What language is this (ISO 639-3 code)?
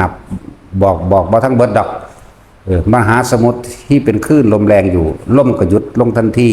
tts